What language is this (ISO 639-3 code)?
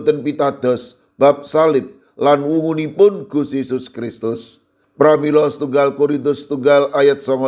jav